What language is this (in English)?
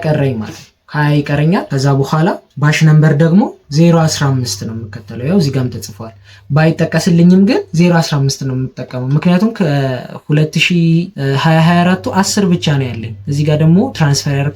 Amharic